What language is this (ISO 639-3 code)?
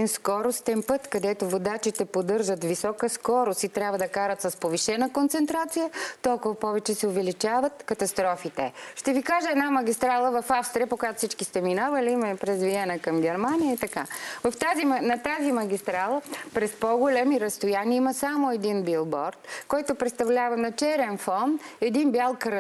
bul